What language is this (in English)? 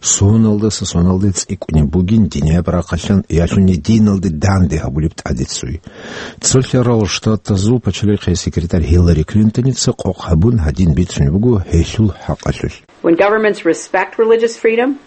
Avaric